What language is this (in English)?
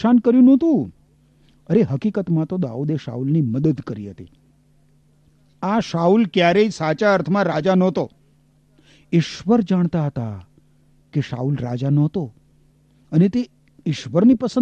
Gujarati